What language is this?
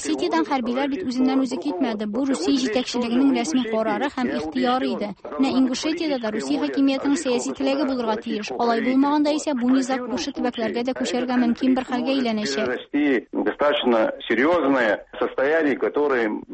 Tatar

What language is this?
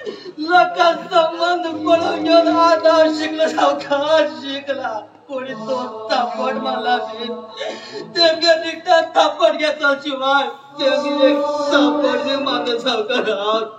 Konkani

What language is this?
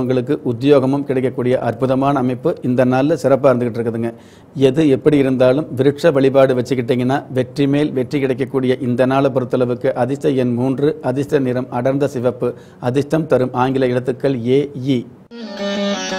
Tamil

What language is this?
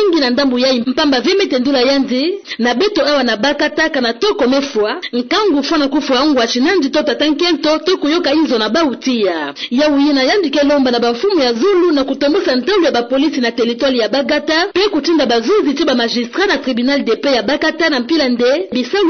Kituba (Democratic Republic of Congo)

